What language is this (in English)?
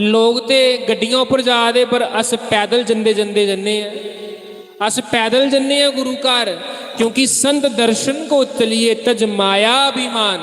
Dogri